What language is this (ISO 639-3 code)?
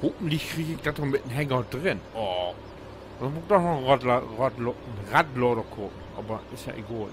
nds